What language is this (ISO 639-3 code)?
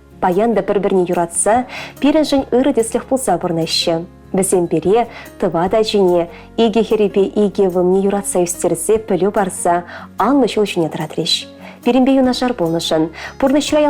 chv